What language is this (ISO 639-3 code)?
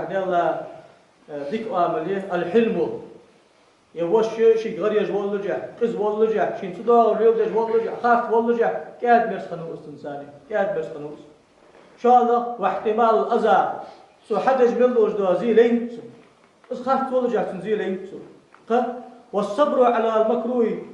inh